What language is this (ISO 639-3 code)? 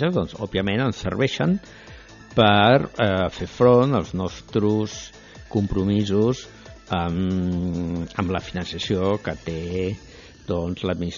cat